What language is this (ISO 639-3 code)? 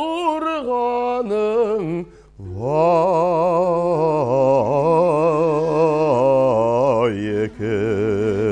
bak